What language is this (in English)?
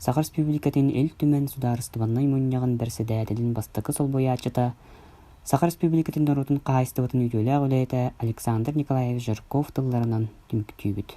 Yakut